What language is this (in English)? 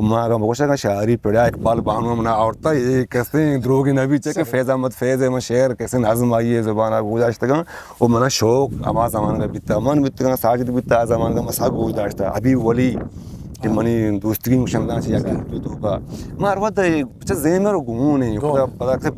Eastern Balochi